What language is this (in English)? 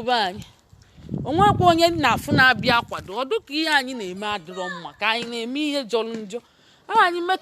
Igbo